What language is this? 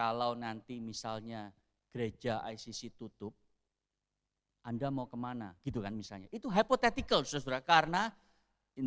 Indonesian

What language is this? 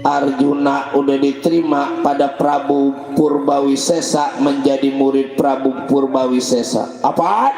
Betawi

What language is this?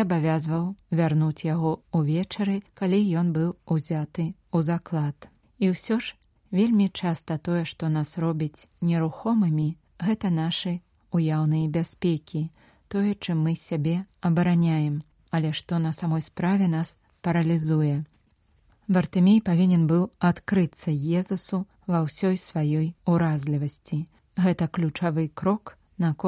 Belarusian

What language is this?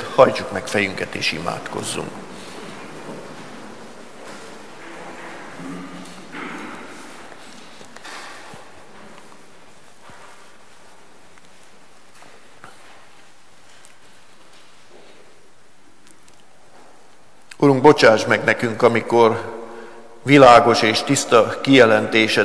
Hungarian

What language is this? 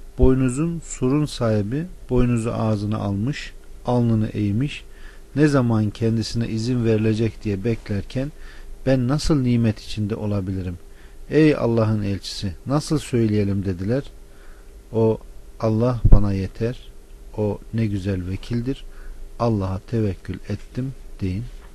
Turkish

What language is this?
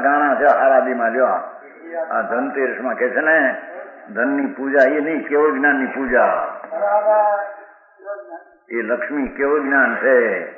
Gujarati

